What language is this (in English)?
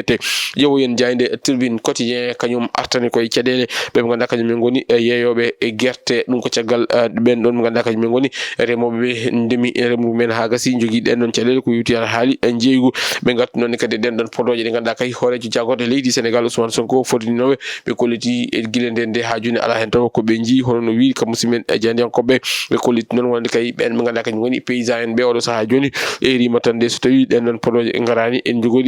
Fula